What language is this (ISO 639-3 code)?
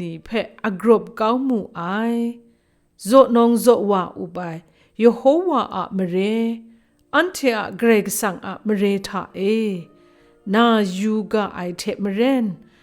kac